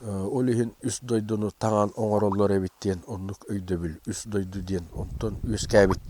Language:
Yakut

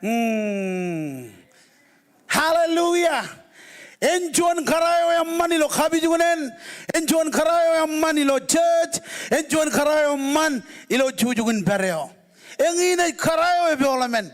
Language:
Marshallese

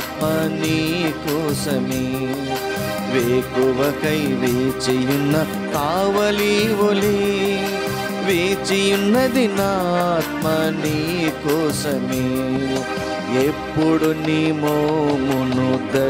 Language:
Telugu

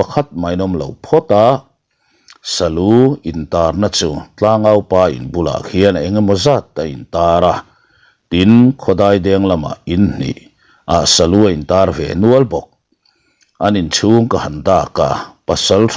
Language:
Mizo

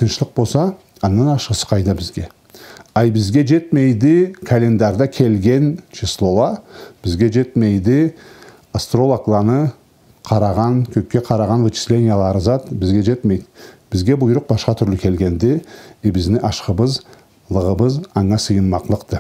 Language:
Karachay-Balkar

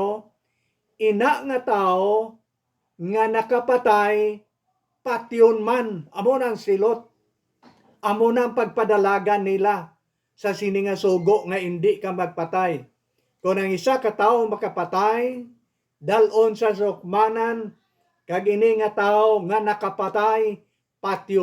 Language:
Hiligaynon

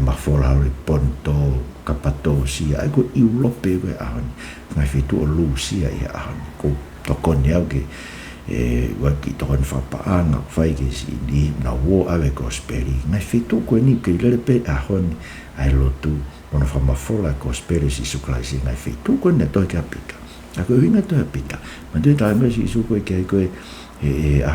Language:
Tongan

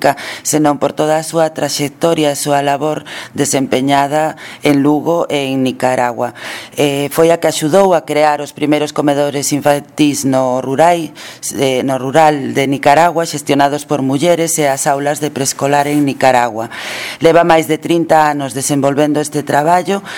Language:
Galician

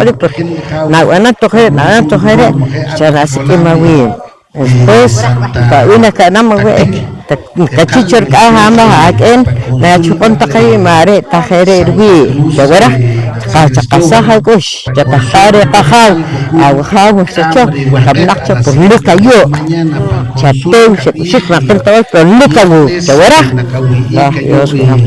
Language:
Poqomchi'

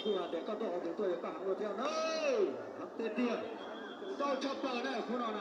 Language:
Hmong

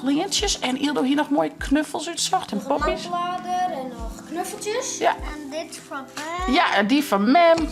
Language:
Western Frisian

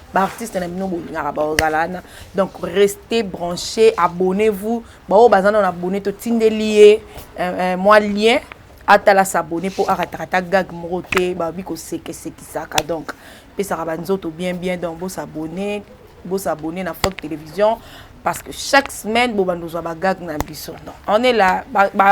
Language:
Lingala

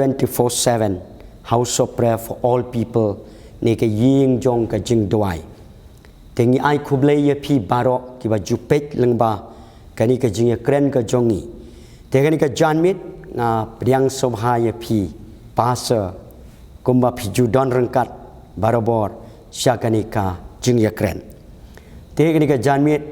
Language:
Khasi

